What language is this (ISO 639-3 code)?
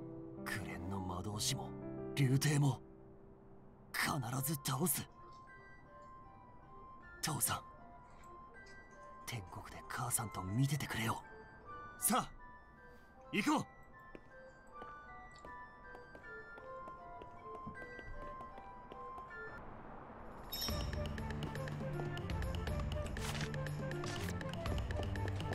jpn